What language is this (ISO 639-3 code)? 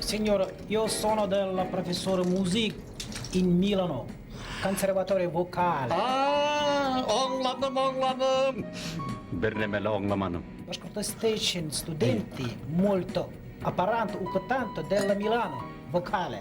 bak